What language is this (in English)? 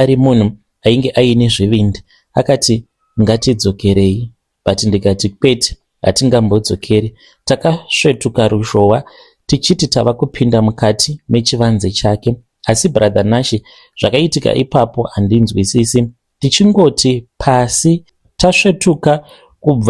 Shona